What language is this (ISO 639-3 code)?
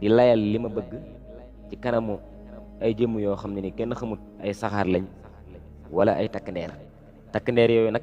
wol